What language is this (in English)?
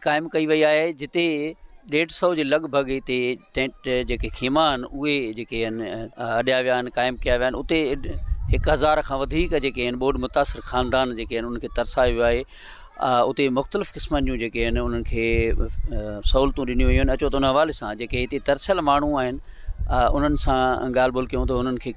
Sindhi